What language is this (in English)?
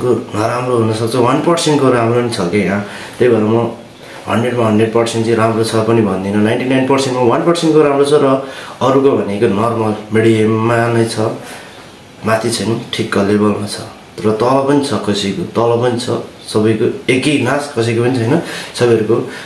Nepali